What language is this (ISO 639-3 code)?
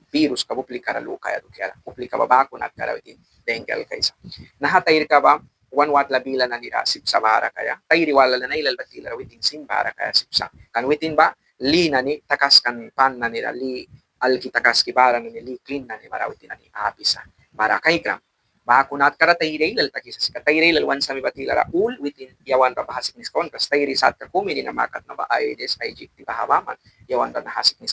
miq